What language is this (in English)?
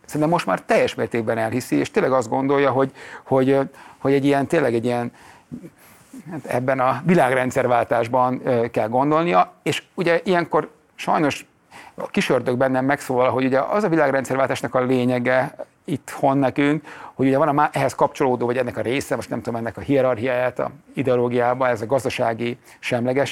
Hungarian